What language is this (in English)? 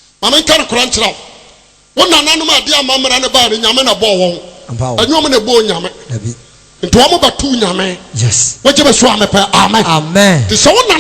Akan